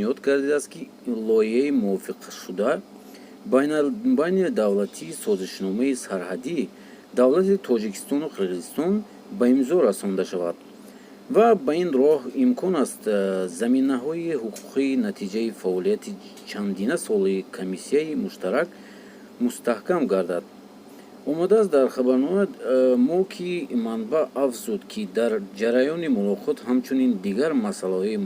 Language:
Tajik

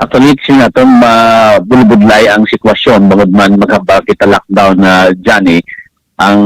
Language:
Hiligaynon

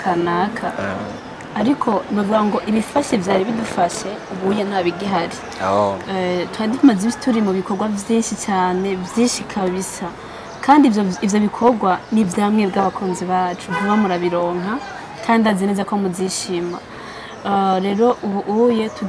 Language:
Rundi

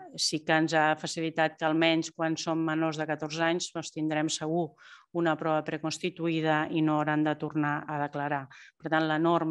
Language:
Catalan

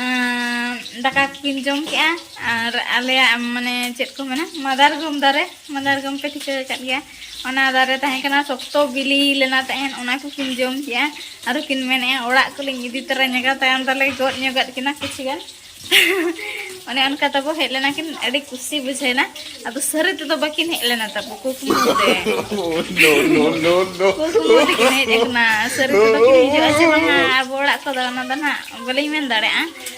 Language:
Santali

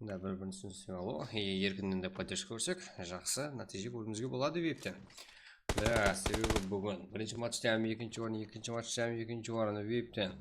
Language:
Kara-Kalpak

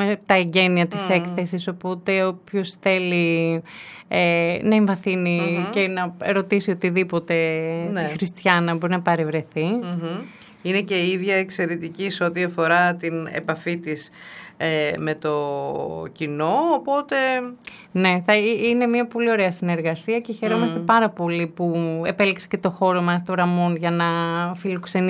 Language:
Greek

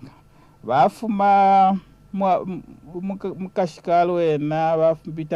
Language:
Bemba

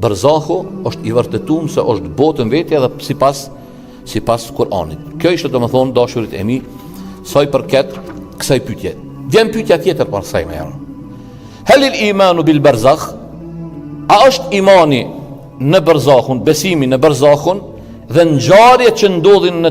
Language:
Albanian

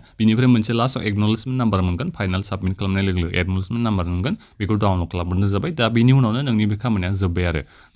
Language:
Bodo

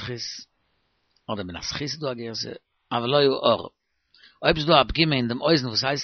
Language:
Yiddish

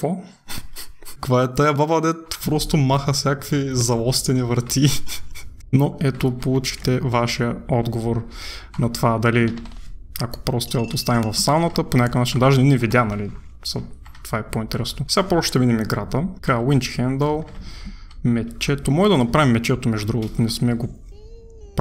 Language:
Bulgarian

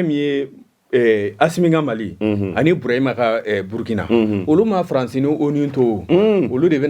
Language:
Bambara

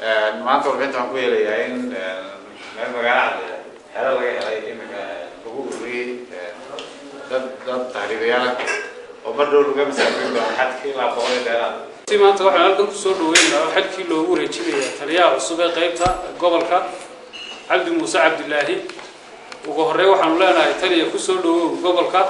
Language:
Somali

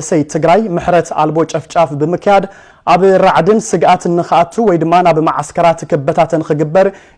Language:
Tigrinya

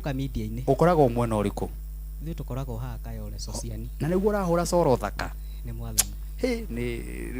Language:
Kikuyu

